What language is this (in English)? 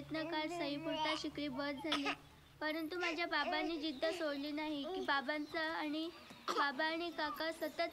Marathi